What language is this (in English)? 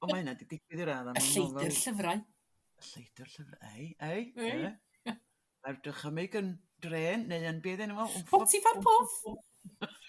Welsh